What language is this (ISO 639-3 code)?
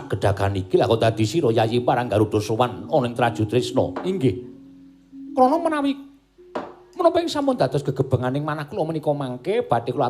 jav